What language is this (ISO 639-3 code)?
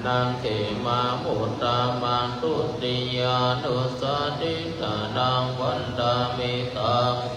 pli